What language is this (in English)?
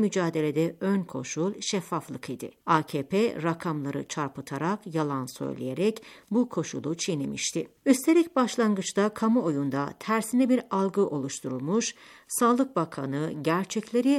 Turkish